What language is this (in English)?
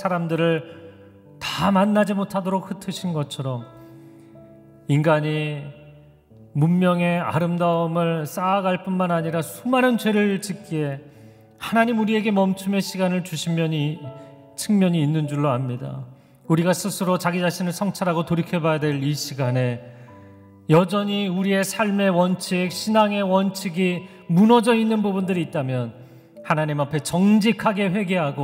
Korean